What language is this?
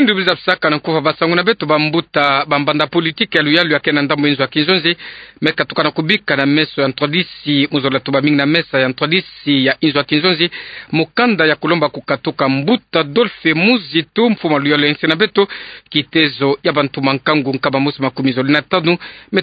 Kituba (Democratic Republic of Congo)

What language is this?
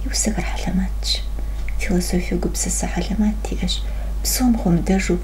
Kabardian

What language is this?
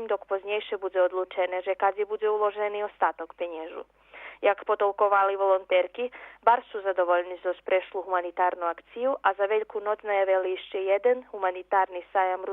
Rusyn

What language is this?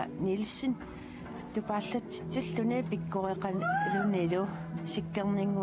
Kalaallisut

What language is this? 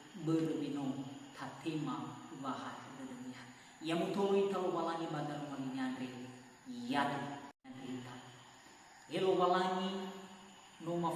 Nias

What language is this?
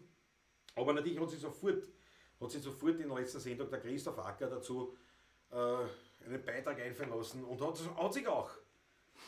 Bavarian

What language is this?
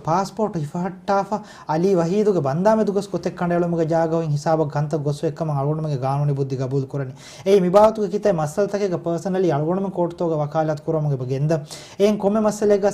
Divehi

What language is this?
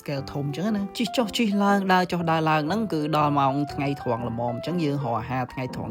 Khmer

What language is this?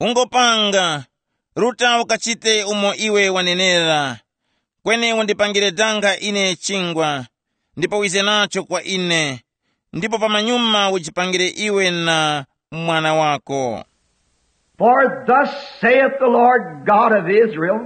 Tumbuka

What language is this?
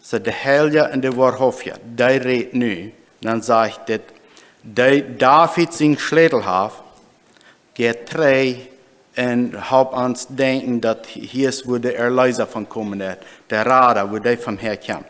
Plautdietsch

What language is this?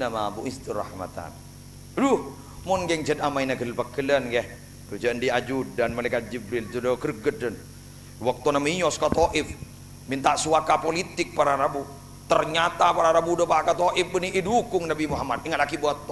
Madurese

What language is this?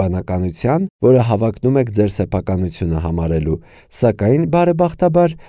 Armenian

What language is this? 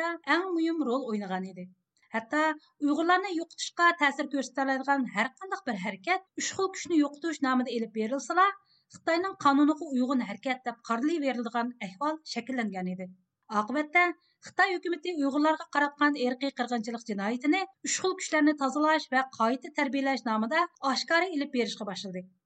Uyghur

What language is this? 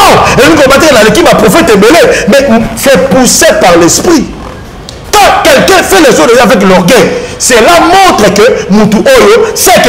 Lingala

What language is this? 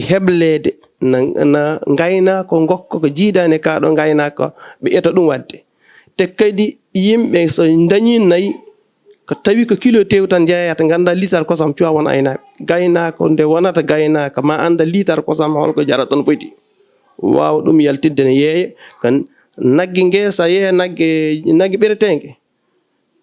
Fula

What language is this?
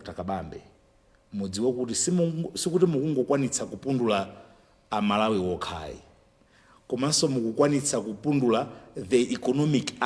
Nyanja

